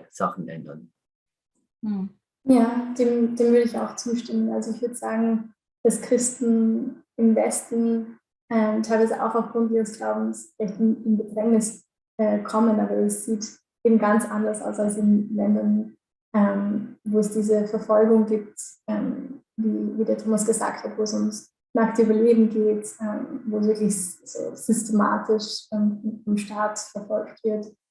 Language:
Swiss German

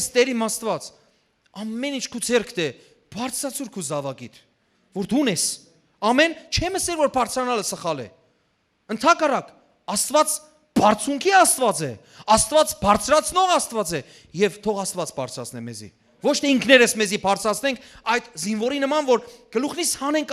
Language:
Western Armenian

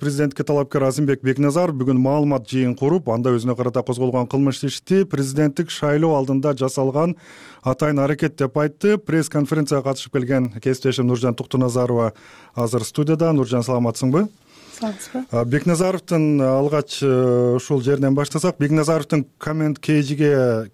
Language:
Kyrgyz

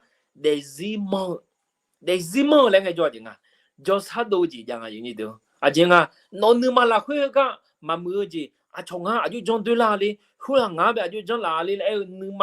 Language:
Akha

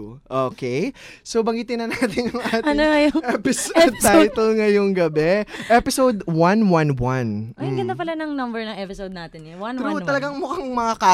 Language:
Filipino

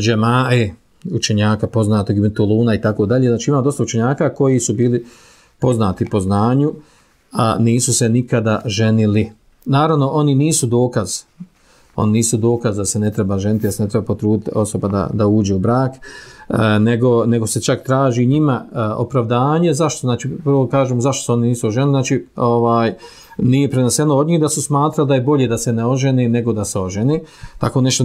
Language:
Bosnian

